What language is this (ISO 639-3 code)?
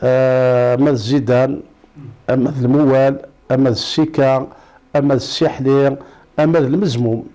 kab